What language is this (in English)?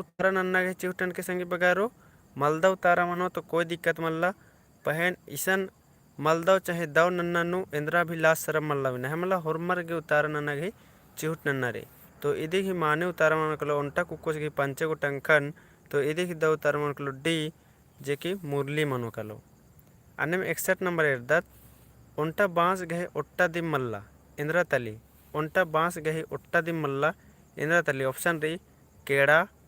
Kurukh